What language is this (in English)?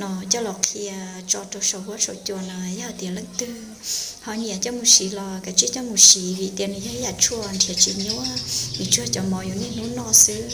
Hmong